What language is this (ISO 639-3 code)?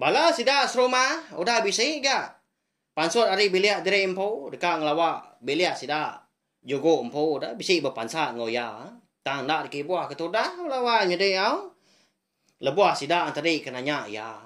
iba